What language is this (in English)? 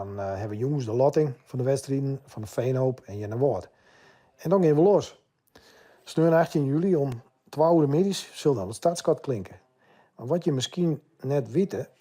Western Frisian